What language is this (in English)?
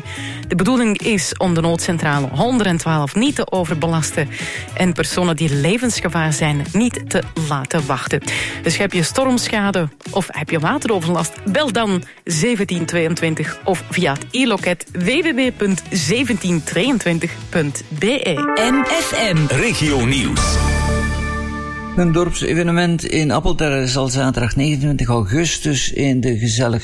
Dutch